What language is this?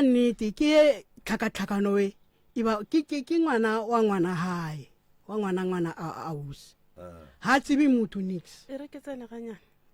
Northern Sotho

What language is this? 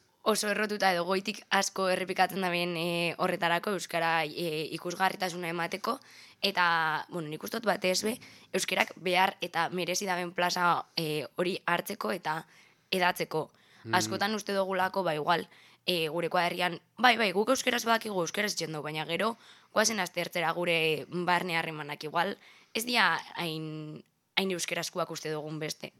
Basque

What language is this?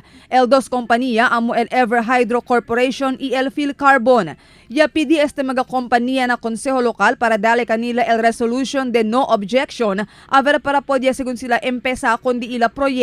Chavacano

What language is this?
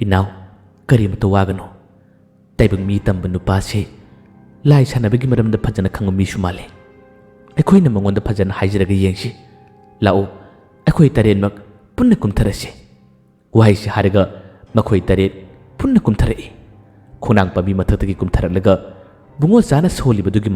Manipuri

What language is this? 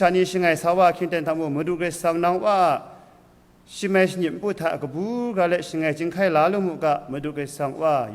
Kachin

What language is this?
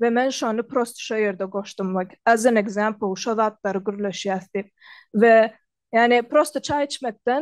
Turkmen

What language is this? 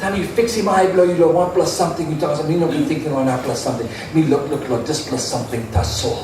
Tok Pisin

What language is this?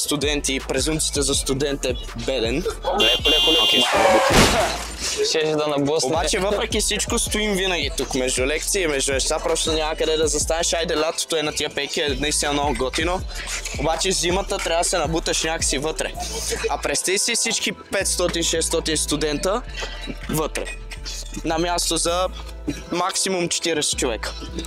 Bulgarian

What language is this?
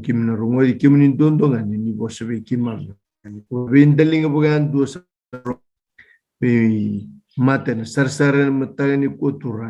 Fijian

